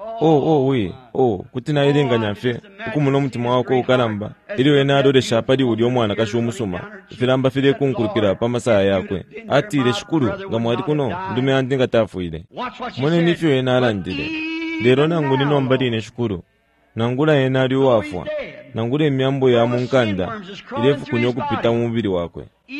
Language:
Bemba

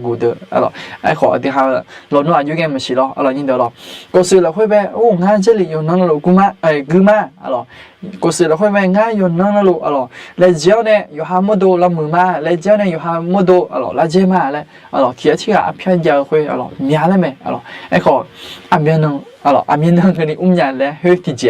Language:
Akha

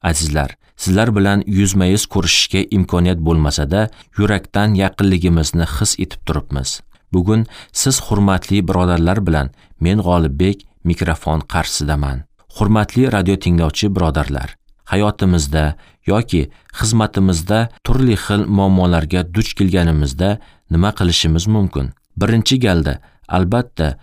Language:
Uzbek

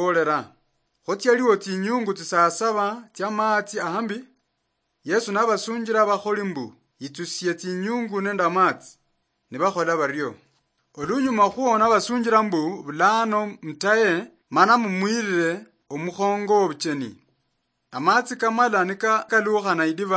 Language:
Luyia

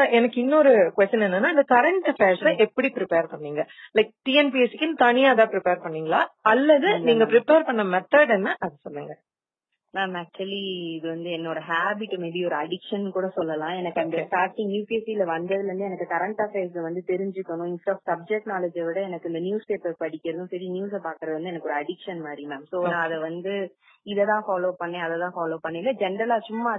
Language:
Tamil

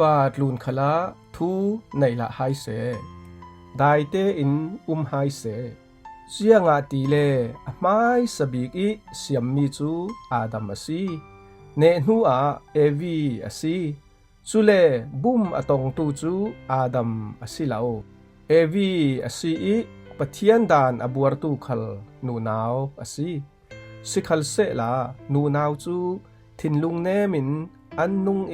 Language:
Falam Chin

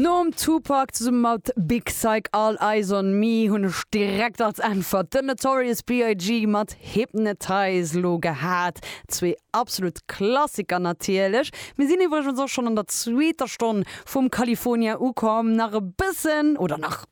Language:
Luxembourgish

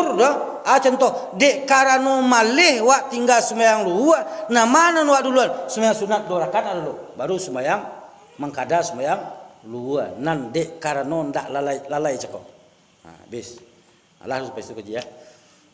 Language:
Minangkabau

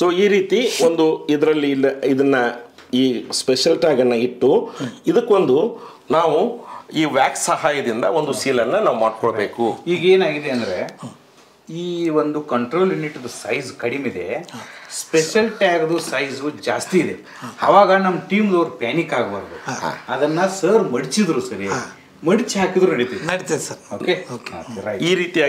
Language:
Kannada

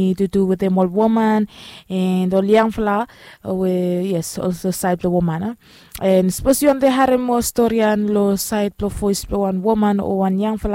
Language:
Bislama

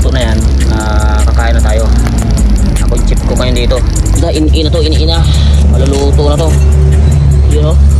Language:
Filipino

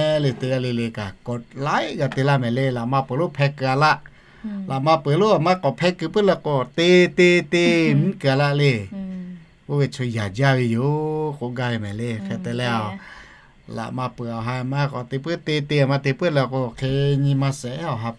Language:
Lahu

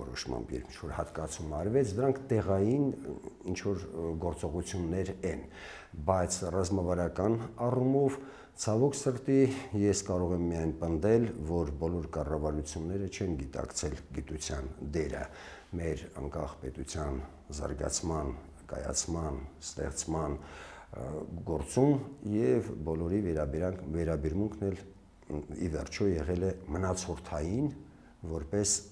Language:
Armenian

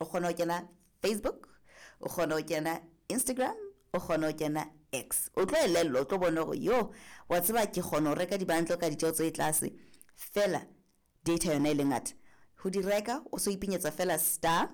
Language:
Southern Sotho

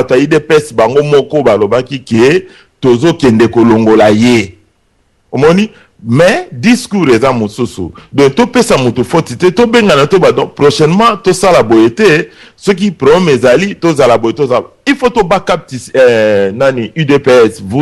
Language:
Lingala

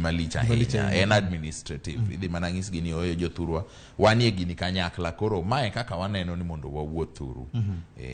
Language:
Luo (Kenya and Tanzania)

